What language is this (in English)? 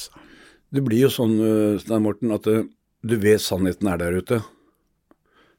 Norwegian